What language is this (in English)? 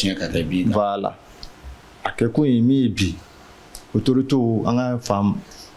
Bambara